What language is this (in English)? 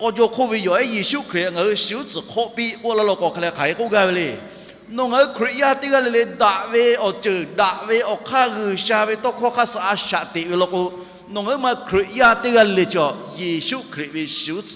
Lahu